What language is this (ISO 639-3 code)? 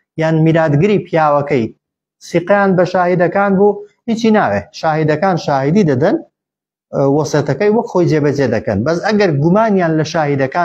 ckb